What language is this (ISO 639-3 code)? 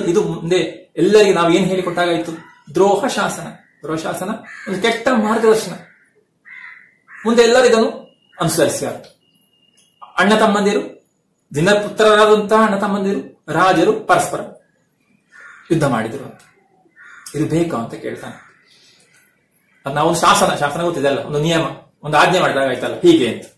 kan